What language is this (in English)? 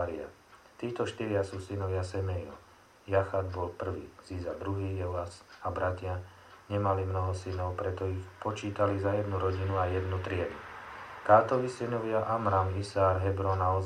Slovak